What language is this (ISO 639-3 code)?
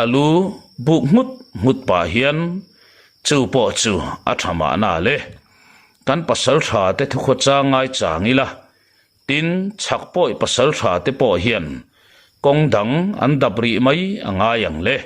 lus